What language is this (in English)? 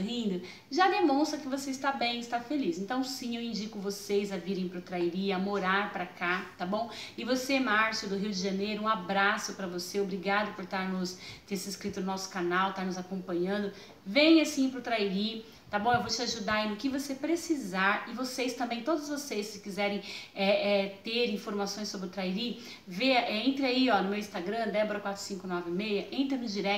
Portuguese